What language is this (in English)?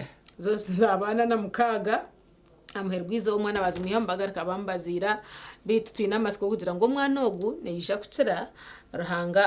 Nyankole